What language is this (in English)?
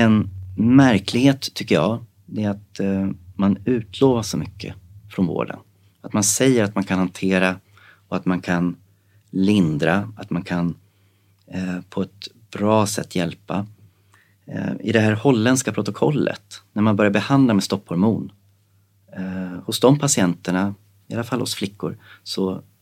Swedish